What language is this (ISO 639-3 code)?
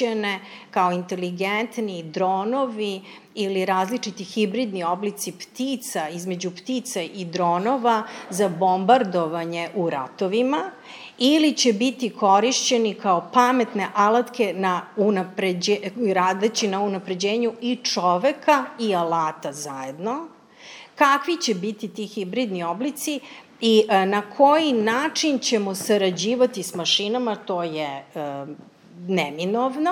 srp